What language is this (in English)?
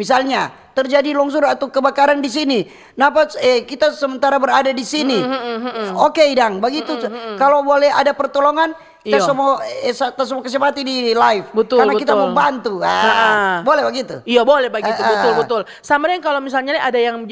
Manado Malay